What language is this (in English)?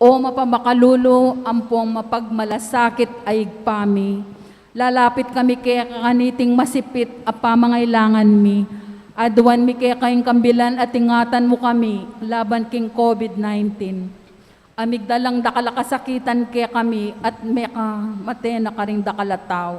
Pampanga